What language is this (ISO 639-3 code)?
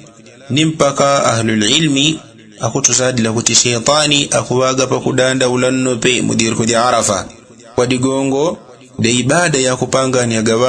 yao